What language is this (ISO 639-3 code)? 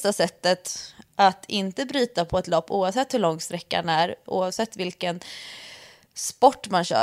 swe